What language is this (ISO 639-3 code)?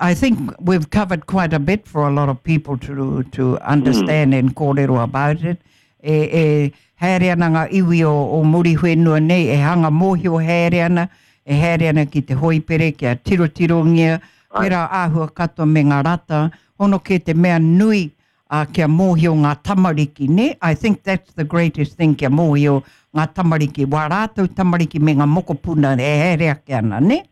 mri